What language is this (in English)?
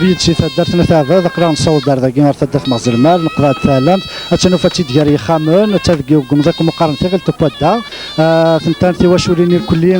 Kabyle